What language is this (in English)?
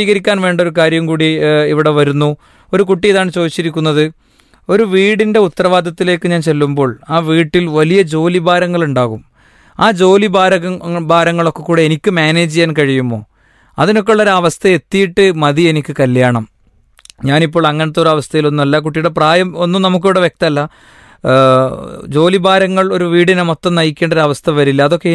Malayalam